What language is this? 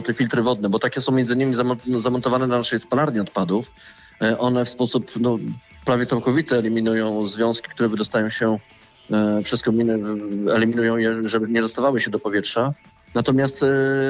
Polish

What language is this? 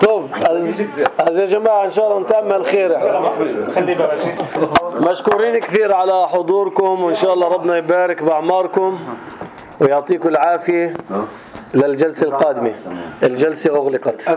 North Levantine Arabic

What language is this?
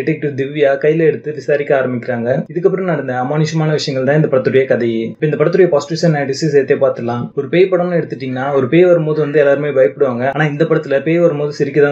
Tamil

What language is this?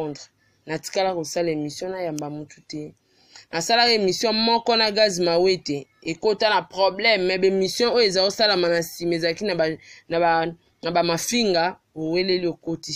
Lingala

